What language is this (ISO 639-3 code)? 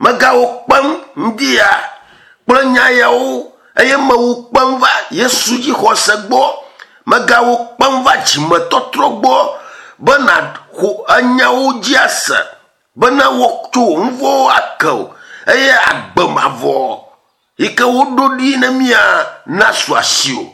ewe